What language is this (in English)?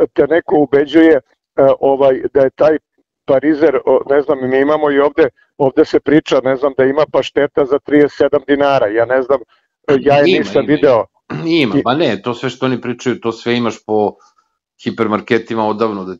Serbian